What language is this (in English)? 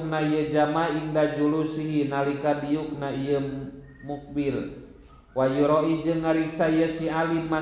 Sundanese